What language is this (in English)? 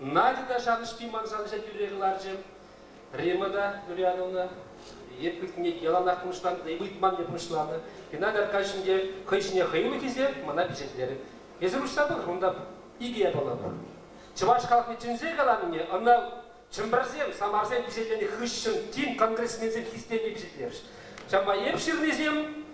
Chuvash